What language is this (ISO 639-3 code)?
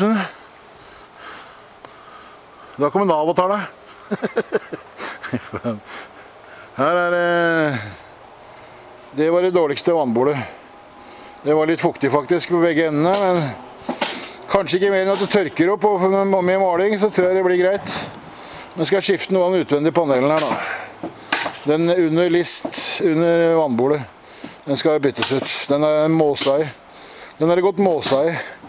nor